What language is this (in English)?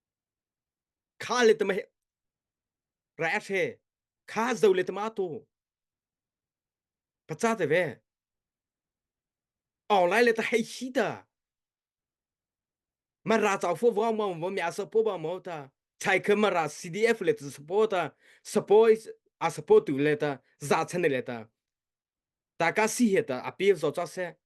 Mara Chin